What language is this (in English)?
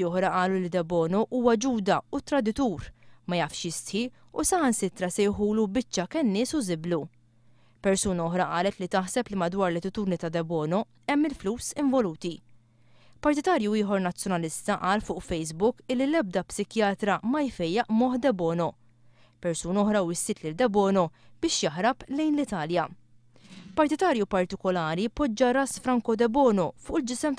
Maltese